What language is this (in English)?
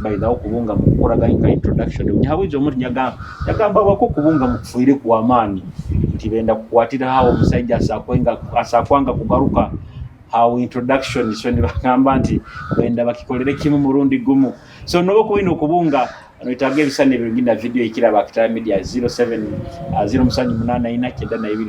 Nyoro